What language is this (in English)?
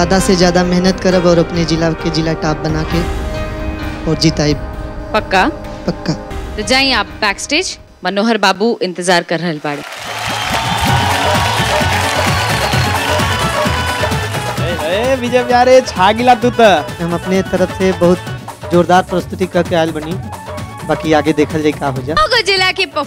Bhojpuri